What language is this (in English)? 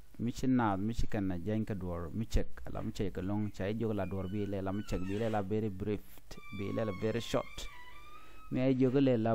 Nuer